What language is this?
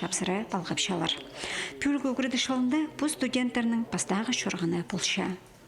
Khakas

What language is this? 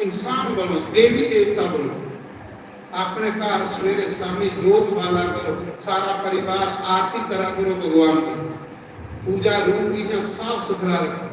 Dogri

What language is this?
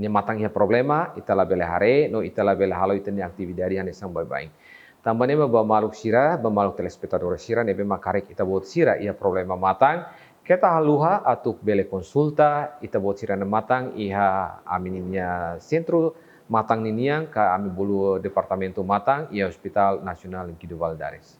Tetum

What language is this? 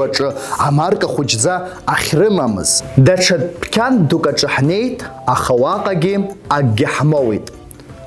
Abkhazian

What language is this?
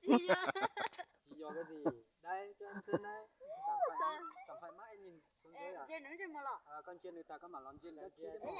Hmong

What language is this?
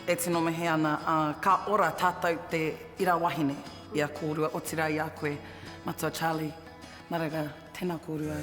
Māori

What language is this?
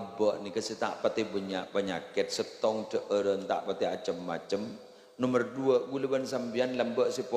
Madurese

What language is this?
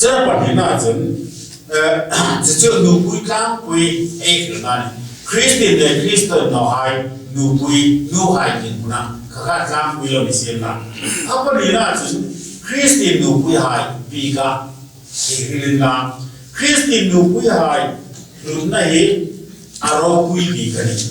Hmar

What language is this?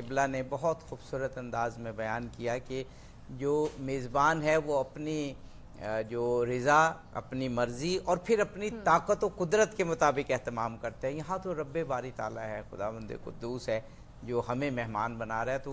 Urdu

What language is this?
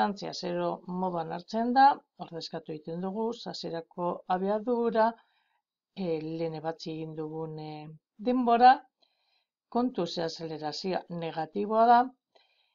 Basque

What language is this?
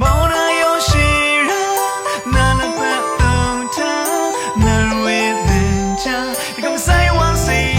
Rawang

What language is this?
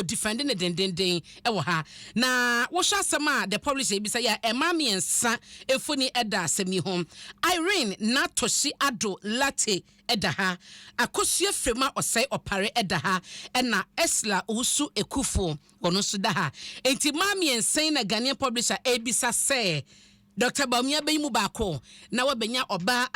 Akan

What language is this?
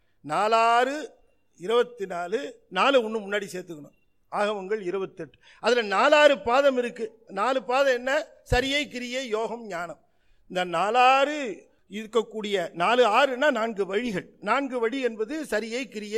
Tamil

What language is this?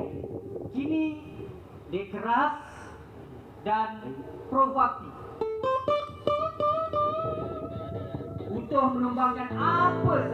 Malay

